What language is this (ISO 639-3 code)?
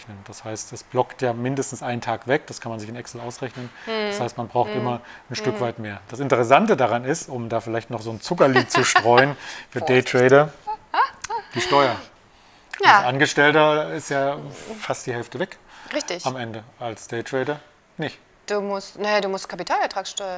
deu